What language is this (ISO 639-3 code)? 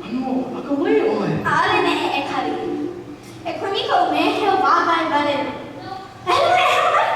haw